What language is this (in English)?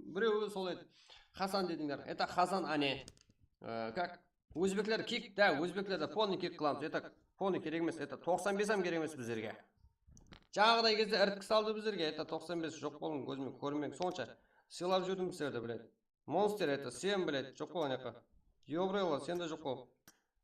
Kara-Kalpak